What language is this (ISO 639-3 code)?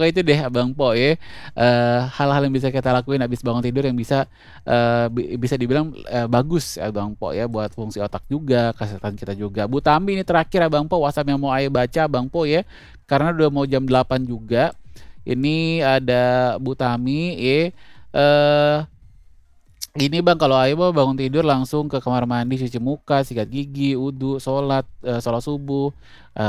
ind